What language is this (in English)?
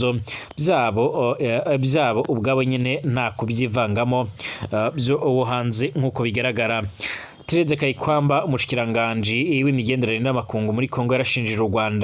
Rundi